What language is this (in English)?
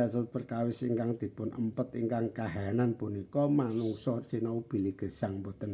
Javanese